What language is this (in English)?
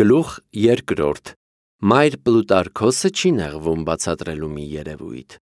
Armenian